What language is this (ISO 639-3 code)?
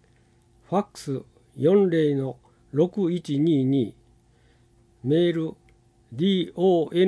jpn